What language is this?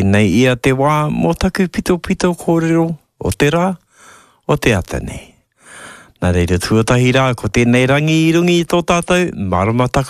Māori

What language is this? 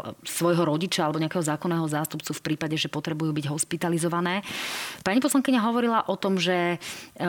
Slovak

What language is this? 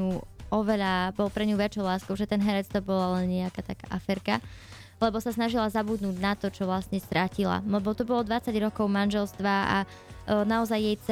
Slovak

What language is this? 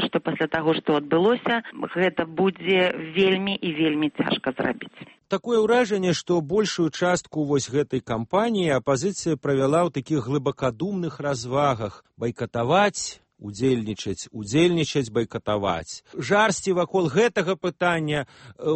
Belarusian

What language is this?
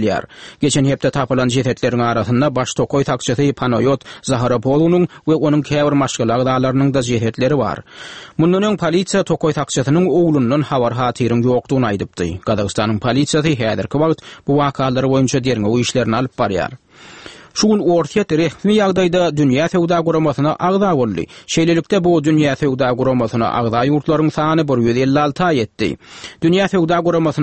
Turkmen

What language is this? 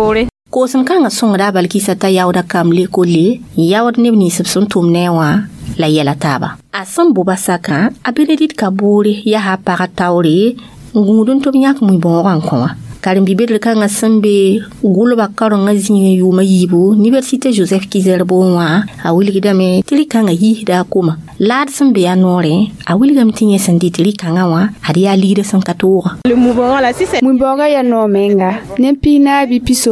Mossi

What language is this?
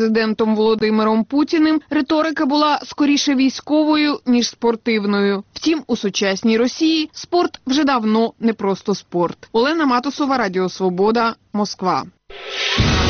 Ukrainian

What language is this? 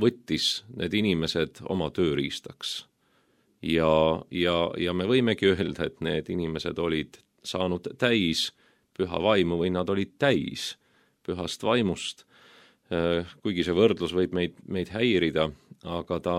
Estonian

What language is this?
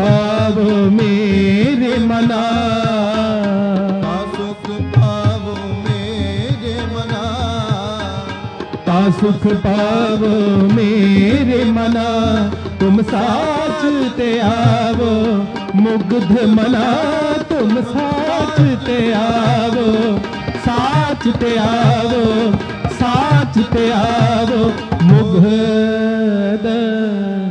Hindi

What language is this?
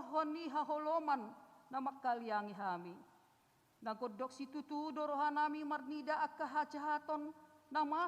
Batak Toba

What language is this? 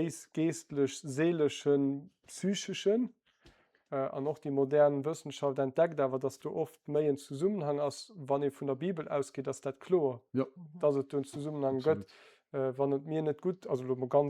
Luxembourgish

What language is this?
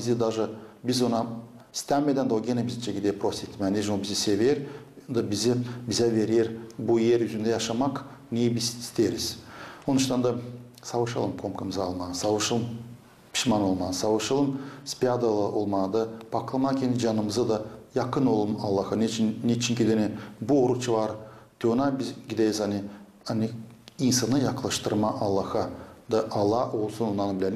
Gagauz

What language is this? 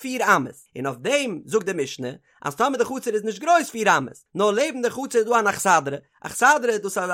Yiddish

